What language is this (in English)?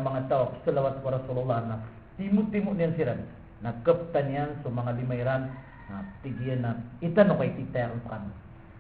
Maranao